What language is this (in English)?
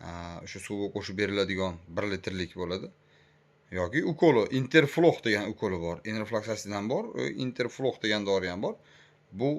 Uzbek